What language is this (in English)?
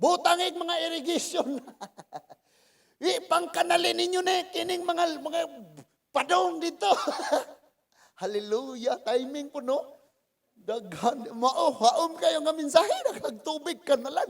Cebuano